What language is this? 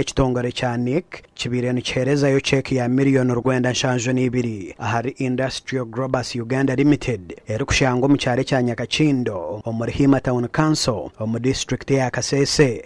Nyankole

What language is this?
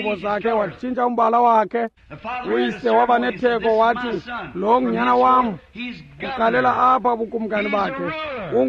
Xhosa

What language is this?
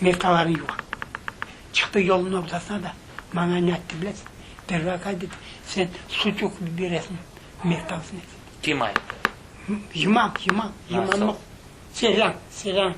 Crimean Tatar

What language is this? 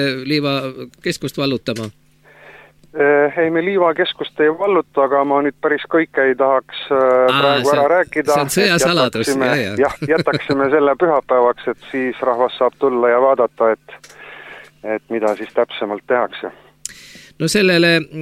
Estonian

